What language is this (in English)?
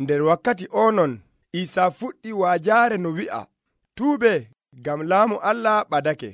Nigerian Fulfulde